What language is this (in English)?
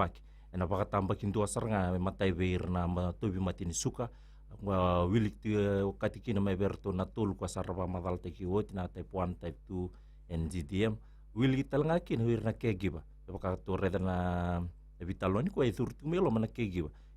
Fijian